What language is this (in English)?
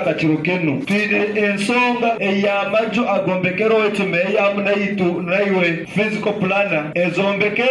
Nyoro